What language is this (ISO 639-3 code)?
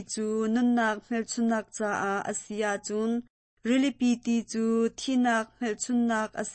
cnh